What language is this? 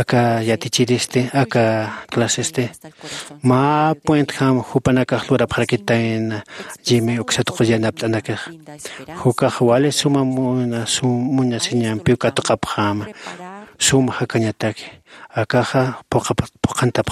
Aymara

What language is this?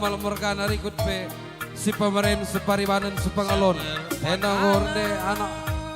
Batak Karo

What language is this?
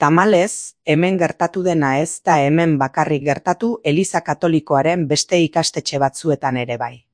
Basque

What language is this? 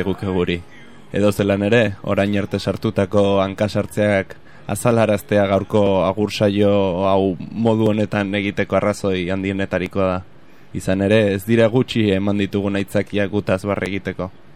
Basque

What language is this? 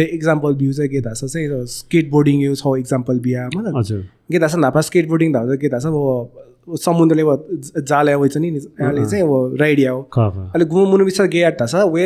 Newari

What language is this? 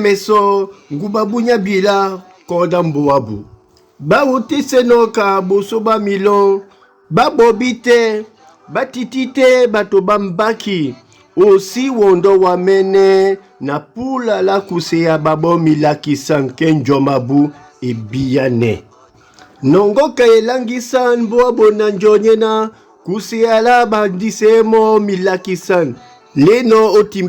Duala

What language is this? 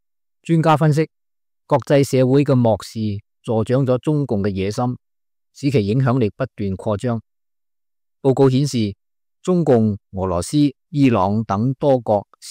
Cantonese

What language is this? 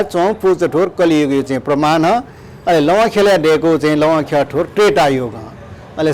Newari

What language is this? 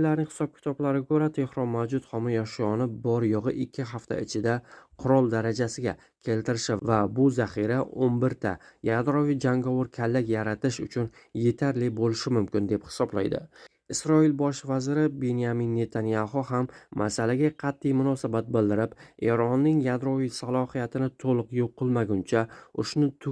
Uzbek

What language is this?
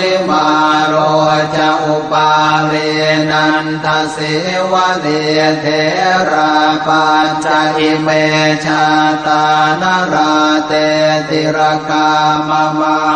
Pali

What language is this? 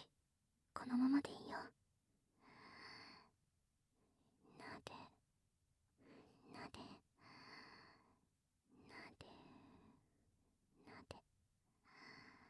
Japanese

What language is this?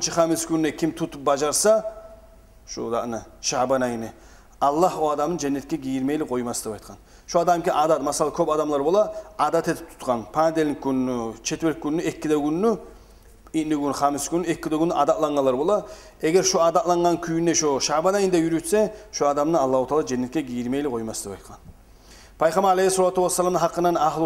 Kumyk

